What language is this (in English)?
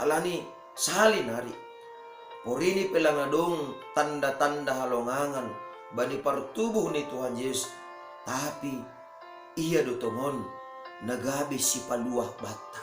Batak Simalungun